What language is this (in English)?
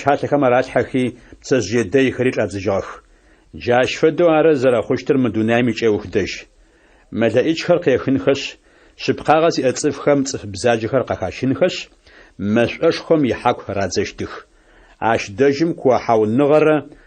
Adyghe